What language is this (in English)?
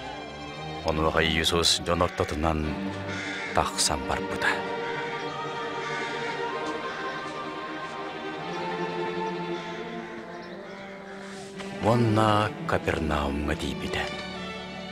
Yakut